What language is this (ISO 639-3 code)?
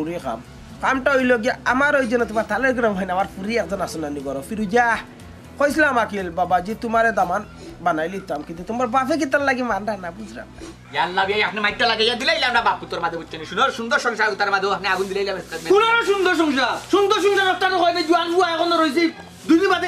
syl